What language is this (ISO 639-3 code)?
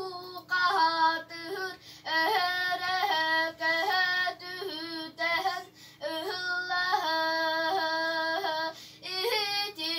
sah